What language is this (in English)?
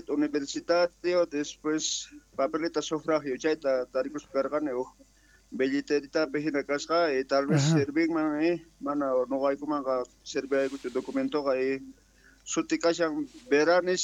South Bolivian Quechua